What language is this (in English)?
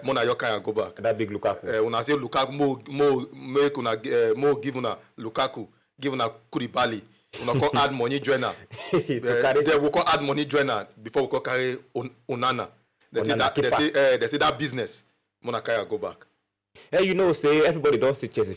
Nigerian Pidgin